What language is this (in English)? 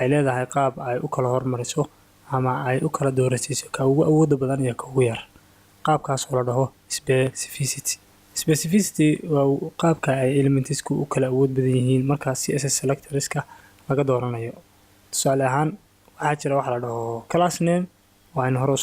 Somali